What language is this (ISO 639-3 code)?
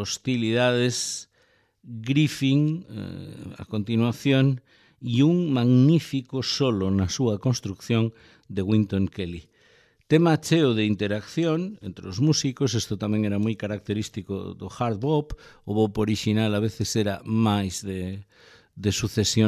glg